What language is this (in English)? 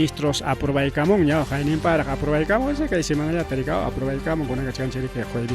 Ayacucho Quechua